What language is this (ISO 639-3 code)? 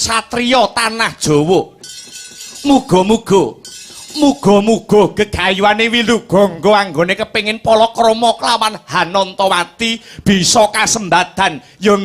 jav